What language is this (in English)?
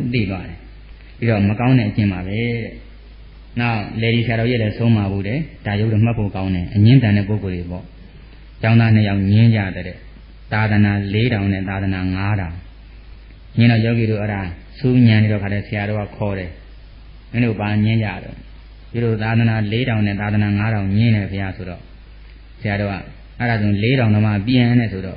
Burmese